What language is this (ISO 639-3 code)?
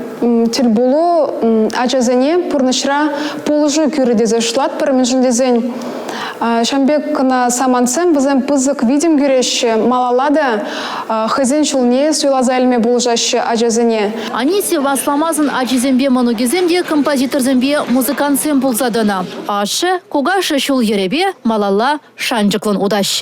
chv